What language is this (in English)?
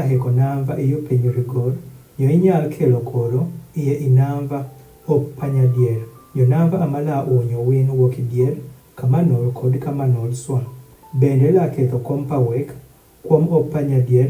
Adhola